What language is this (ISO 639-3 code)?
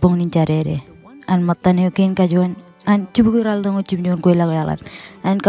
mah